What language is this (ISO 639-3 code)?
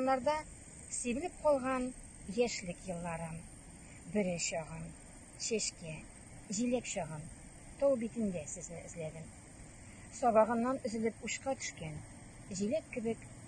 tat